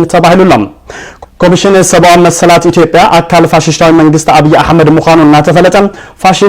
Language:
Tigrinya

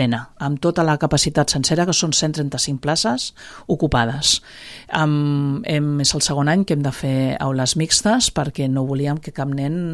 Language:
Catalan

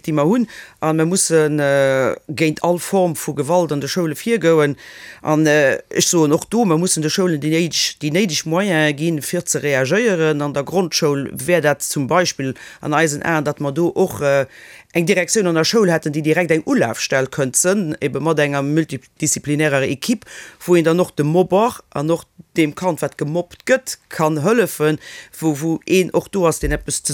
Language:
Luxembourgish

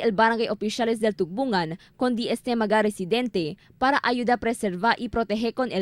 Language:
Chavacano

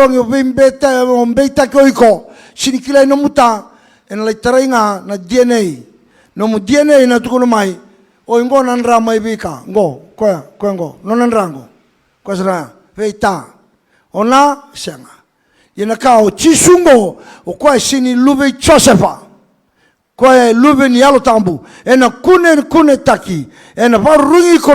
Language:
Fijian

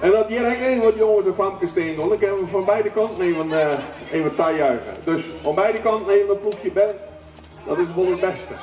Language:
Western Frisian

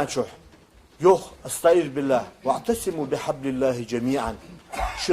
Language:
Ingush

